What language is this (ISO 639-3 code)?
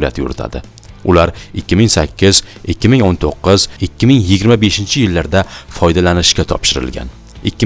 uzb